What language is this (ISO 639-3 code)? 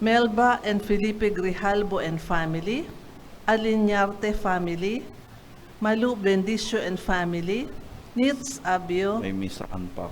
bik